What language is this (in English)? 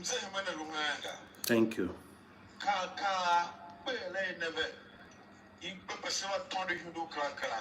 Tiv